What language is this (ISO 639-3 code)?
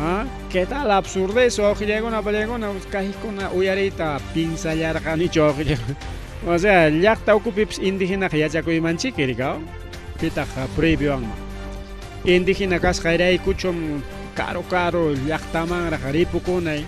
quy